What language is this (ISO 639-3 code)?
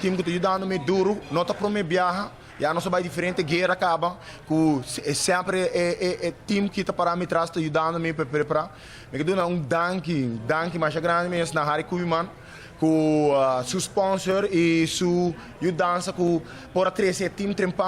pap